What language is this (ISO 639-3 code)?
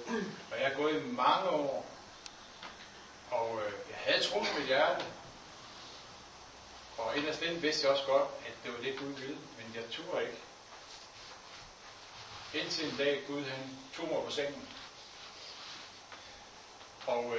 dan